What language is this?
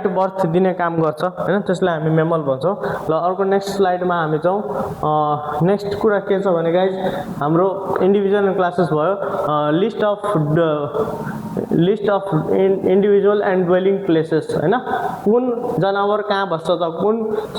Nepali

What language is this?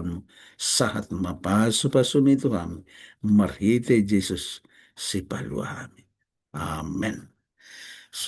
Batak Toba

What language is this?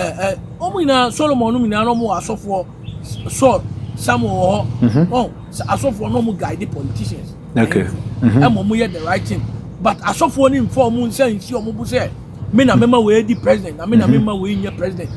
Akan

